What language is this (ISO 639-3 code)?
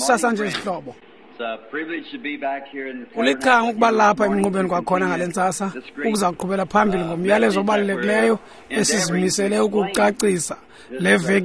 xho